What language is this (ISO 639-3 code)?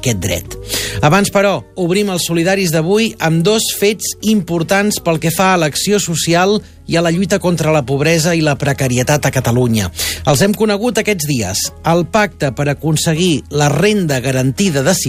cat